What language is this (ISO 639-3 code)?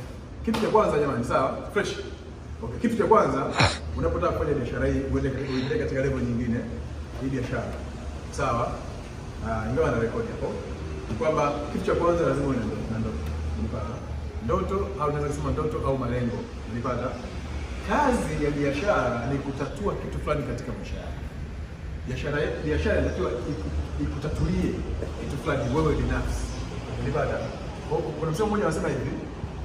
swa